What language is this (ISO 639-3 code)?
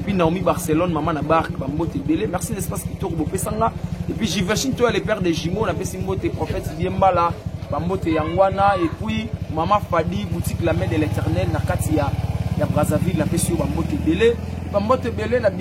lin